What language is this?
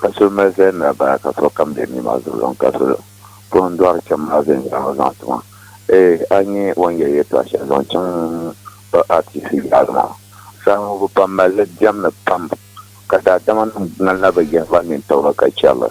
Dagbani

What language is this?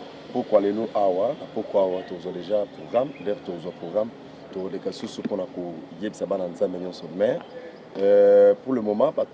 Lingala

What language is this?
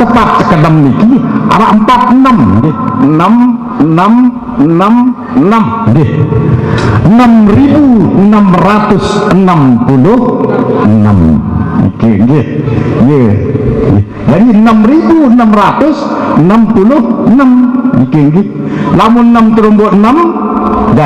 Sasak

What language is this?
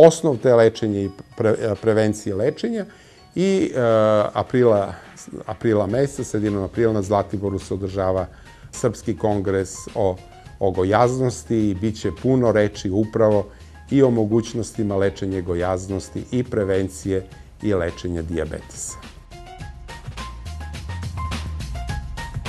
Serbian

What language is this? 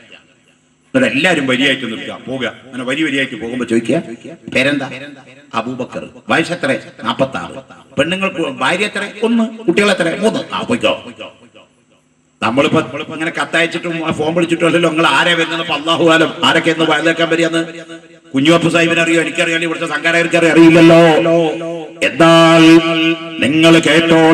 Malayalam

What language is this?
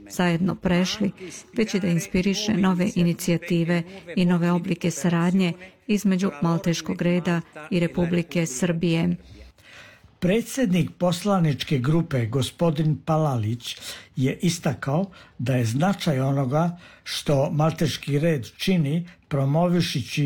Serbian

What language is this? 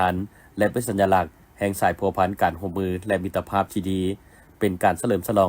Lao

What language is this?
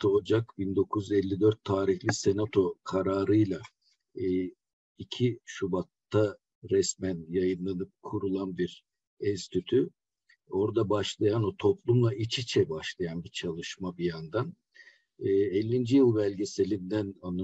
Turkish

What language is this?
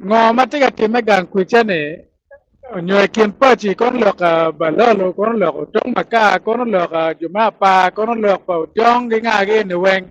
Acoli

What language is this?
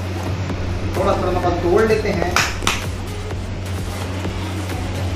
Hindi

